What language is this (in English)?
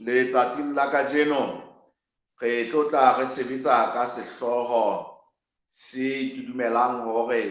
Southern Sotho